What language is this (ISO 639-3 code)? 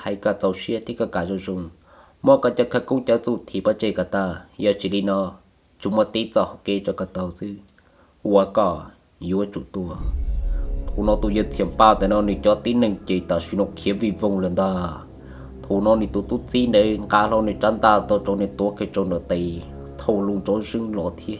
hmn